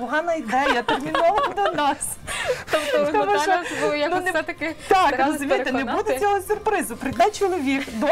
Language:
Ukrainian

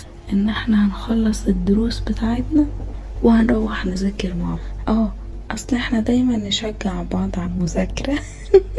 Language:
Egyptian Arabic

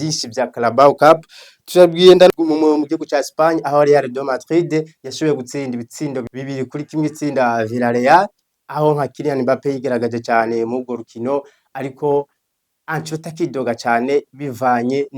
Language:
Rundi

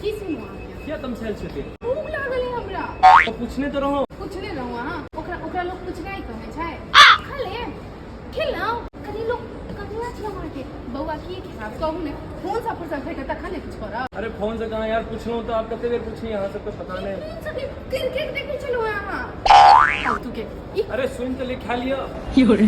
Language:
Maithili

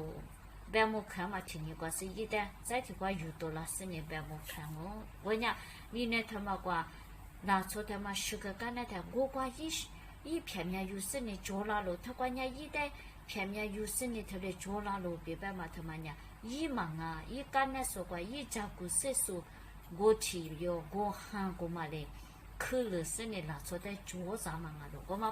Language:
Lisu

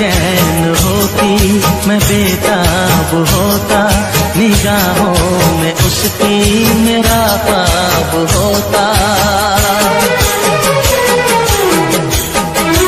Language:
Hindi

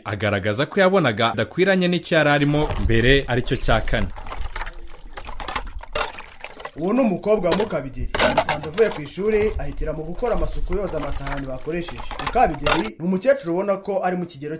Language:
Kinyarwanda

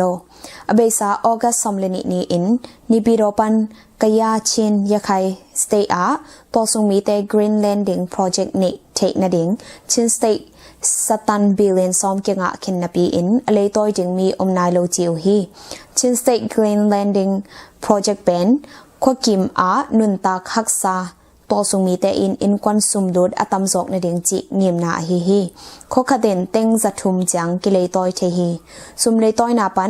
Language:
Tedim Chin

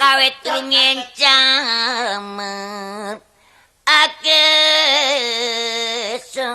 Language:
Javanese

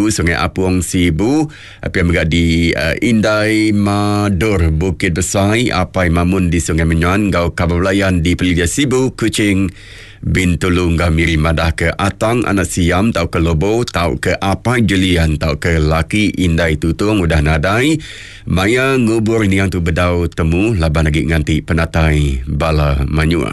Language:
Iban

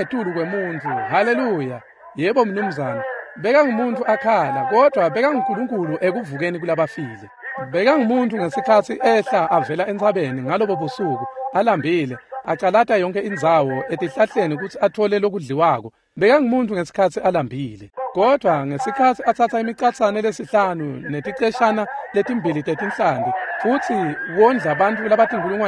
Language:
Swati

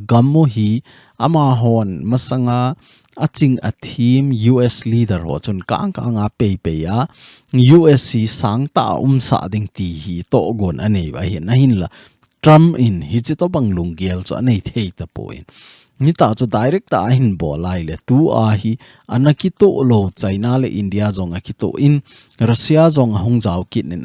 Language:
Thado Chin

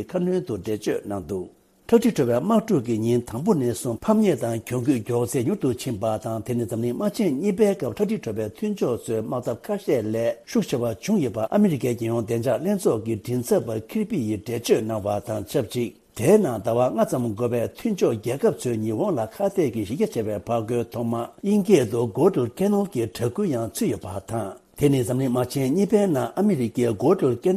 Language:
Tibetan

